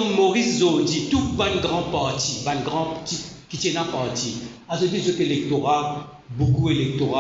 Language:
Morisyen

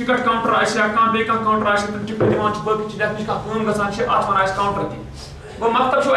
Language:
Kashmiri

